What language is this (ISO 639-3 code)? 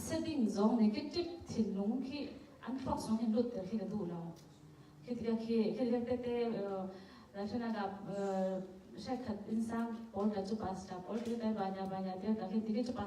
cfm